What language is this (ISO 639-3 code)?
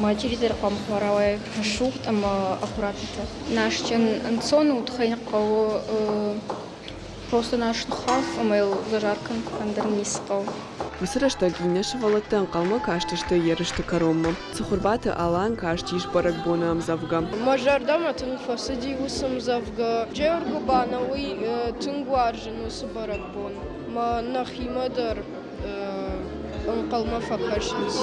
oss